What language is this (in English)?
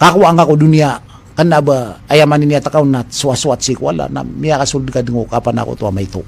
Maranao